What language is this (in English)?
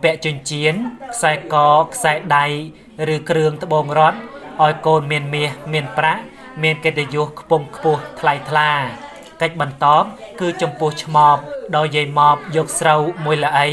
Khmer